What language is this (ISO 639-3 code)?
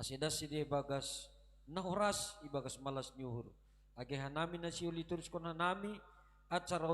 bts